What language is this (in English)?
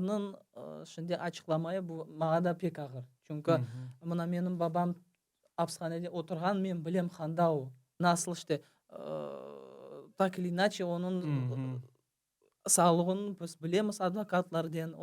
Crimean Tatar